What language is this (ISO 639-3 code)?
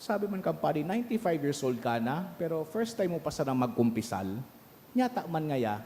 bik